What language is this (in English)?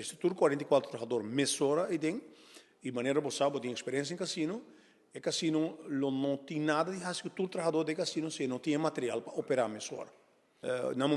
Papiamento